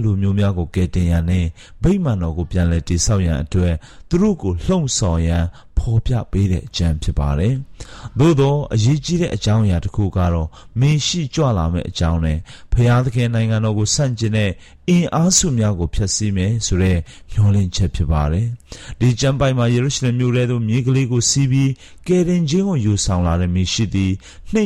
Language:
Burmese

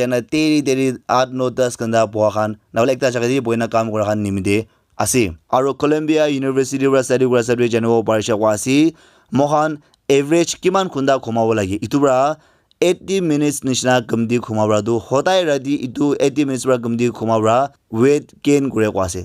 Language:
Naga Pidgin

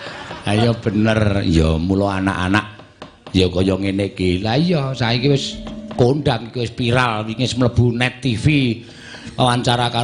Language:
Javanese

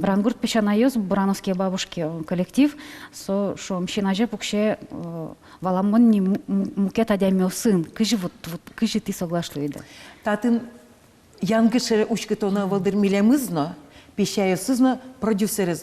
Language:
Udmurt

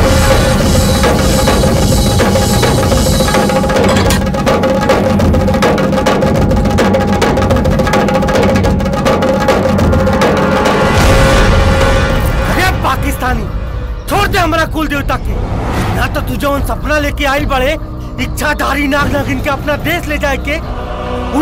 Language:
Bhojpuri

